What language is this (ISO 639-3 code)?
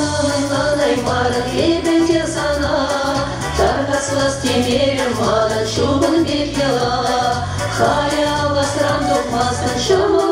chv